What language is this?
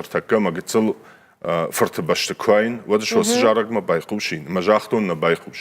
Ossetic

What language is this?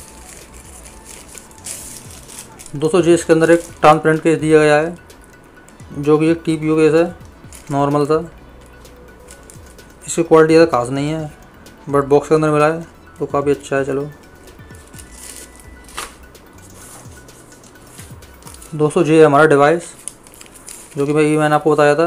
Hindi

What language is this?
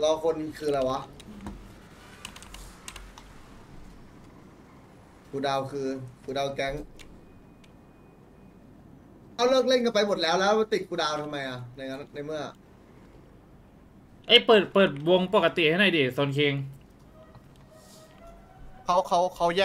Thai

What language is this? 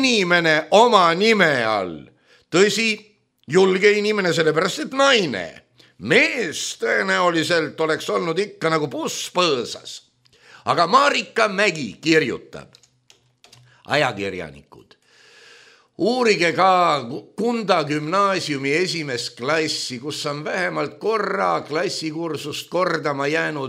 Estonian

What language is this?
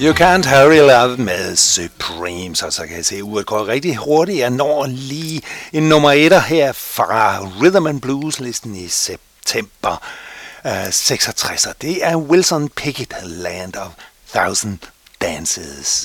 Danish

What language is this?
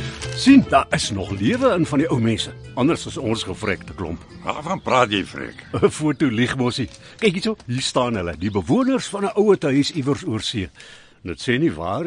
Afrikaans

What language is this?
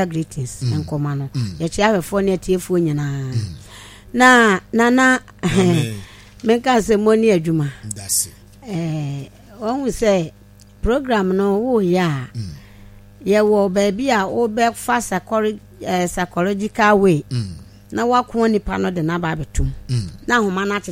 Akan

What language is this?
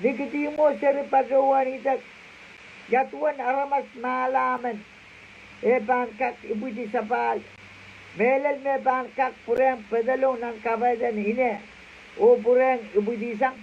Pohnpeian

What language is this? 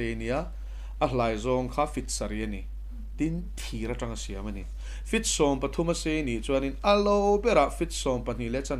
Mizo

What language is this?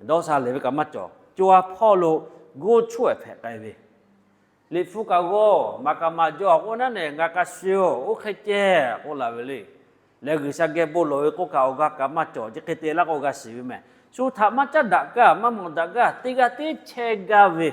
Lahu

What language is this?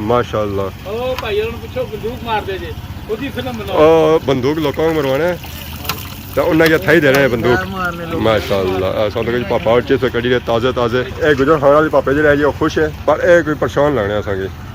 Pahari-Potwari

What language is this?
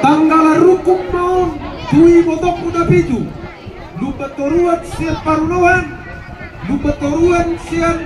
Batak Toba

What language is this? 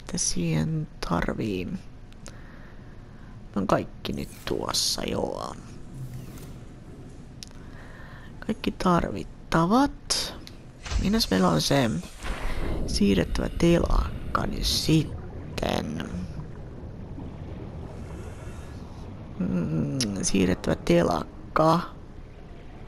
Finnish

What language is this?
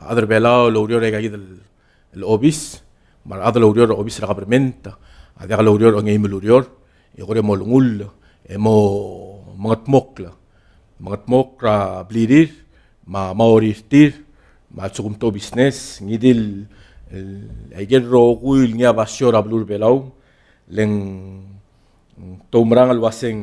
Palauan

